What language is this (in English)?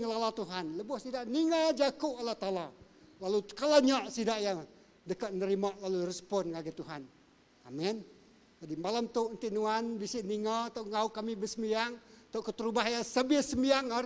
Iban